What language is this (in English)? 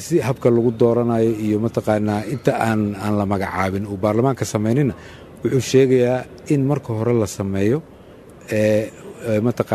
Somali